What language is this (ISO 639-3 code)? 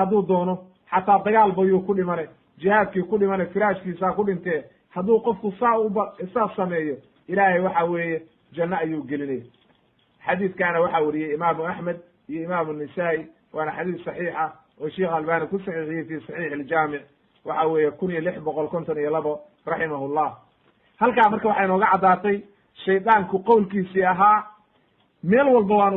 som